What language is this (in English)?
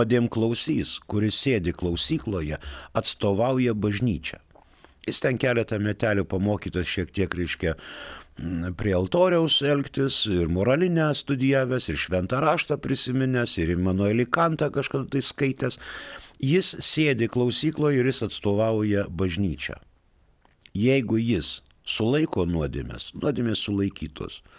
Lithuanian